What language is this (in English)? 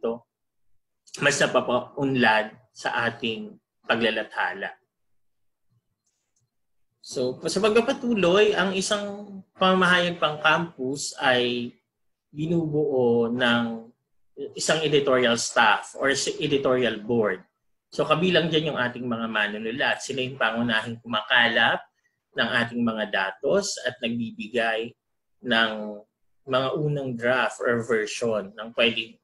Filipino